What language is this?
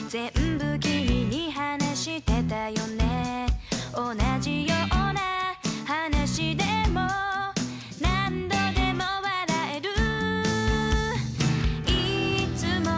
Japanese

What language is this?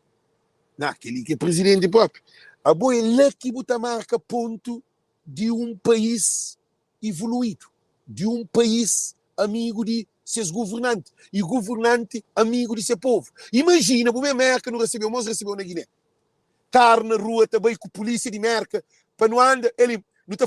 Kabuverdianu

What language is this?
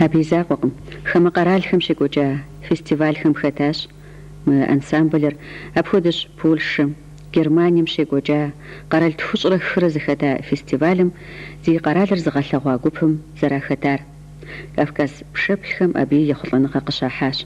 Kabardian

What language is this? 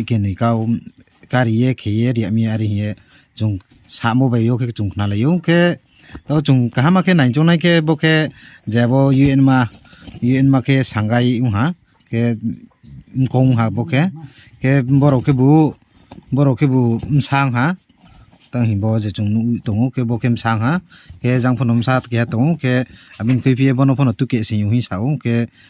Riang (India)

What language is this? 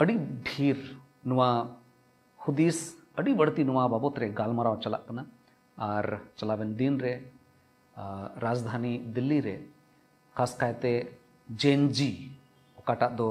Santali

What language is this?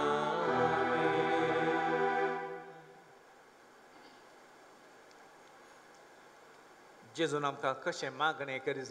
Konkani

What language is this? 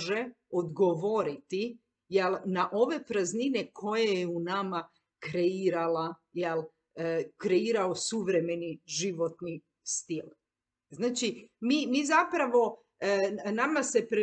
Croatian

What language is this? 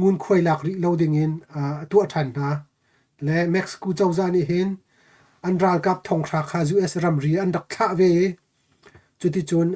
Hakha Chin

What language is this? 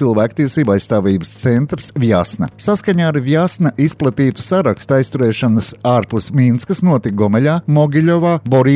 Latvian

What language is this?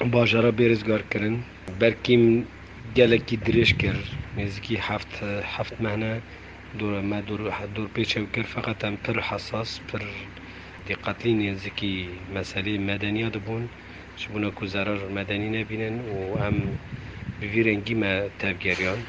Kurdish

